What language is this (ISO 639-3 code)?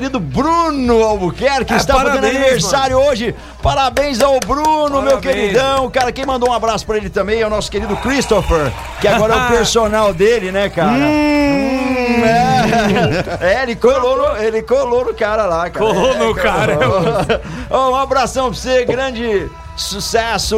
por